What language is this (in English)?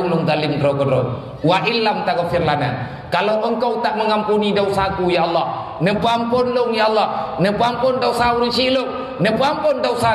Achinese